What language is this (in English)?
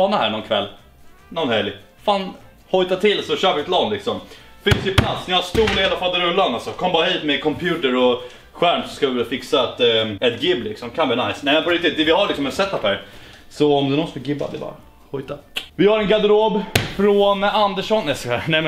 Swedish